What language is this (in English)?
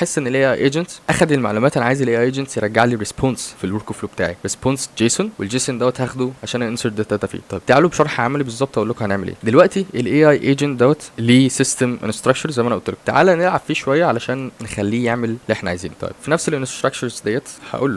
Egyptian Arabic